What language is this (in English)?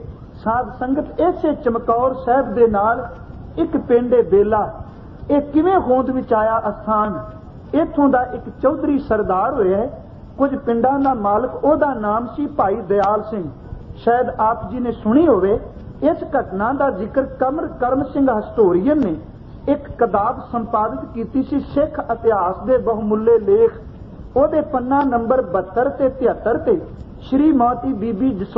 Punjabi